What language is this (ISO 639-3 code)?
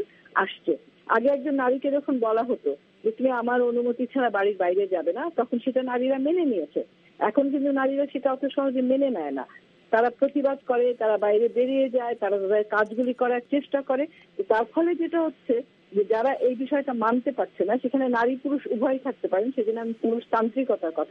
ben